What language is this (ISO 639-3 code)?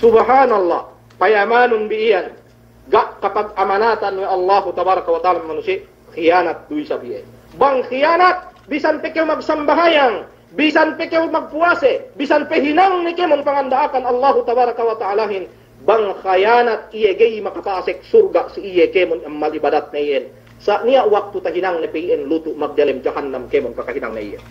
yka